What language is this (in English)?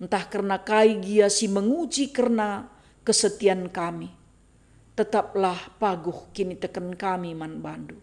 Batak Karo